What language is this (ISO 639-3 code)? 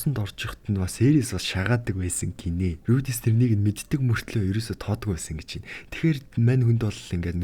mon